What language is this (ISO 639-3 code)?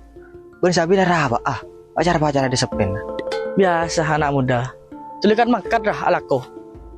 mad